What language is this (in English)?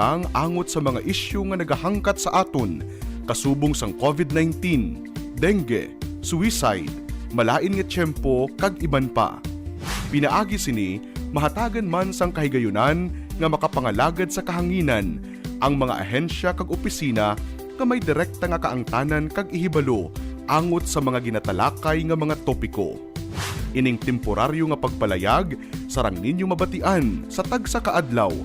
Hiligaynon